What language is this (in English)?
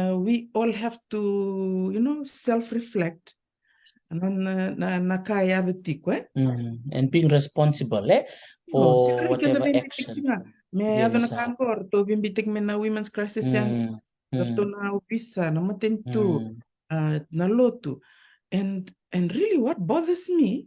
Fijian